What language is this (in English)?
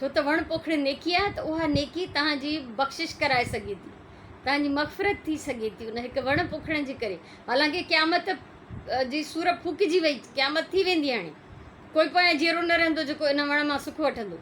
Sindhi